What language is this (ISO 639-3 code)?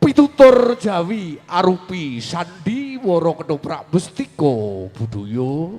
jav